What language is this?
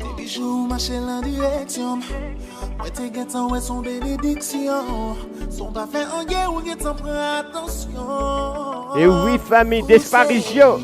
Morisyen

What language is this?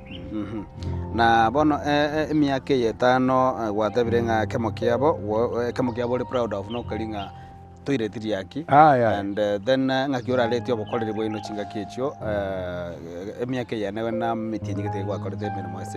Gusii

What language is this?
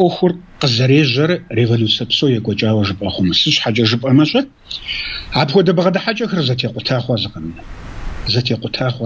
Kabardian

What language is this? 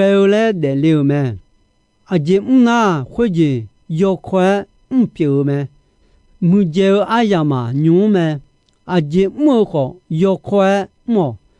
Akha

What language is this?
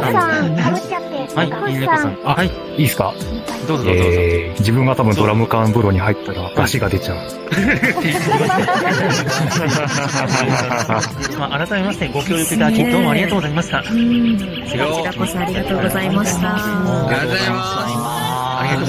Japanese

